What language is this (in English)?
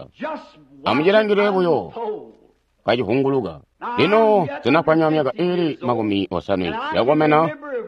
Tonga (Zambia)